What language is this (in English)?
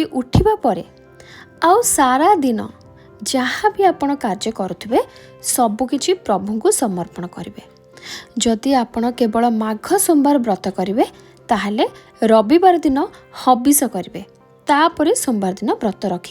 Odia